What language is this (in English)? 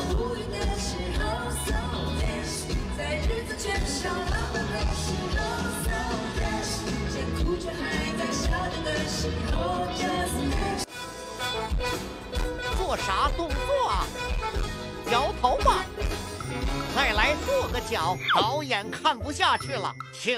Chinese